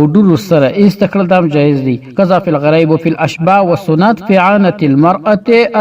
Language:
Pashto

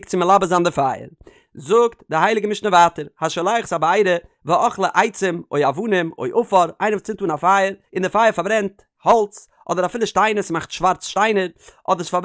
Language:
Yiddish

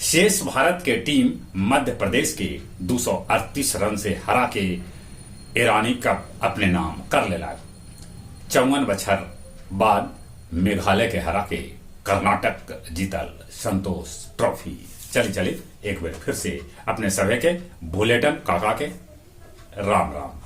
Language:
Magahi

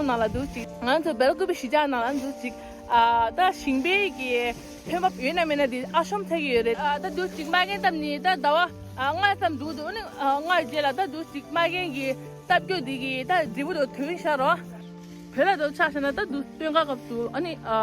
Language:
Tibetan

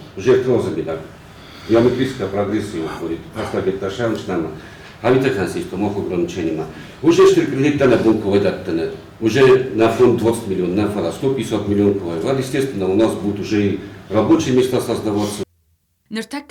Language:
Ossetic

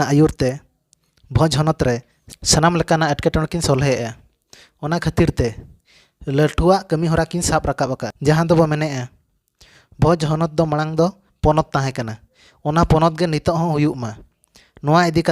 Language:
Santali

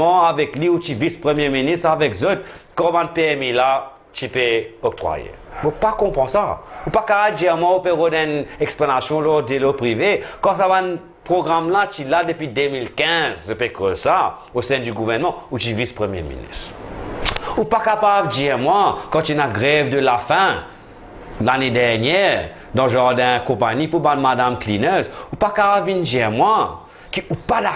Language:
Morisyen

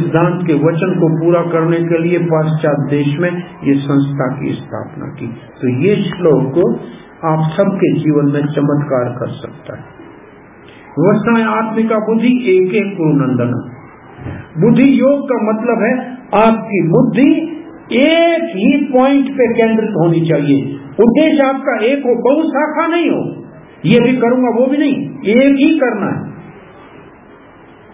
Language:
Hindi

